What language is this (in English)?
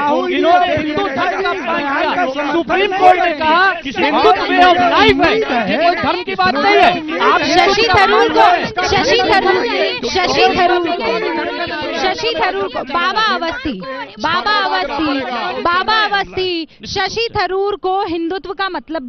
Hindi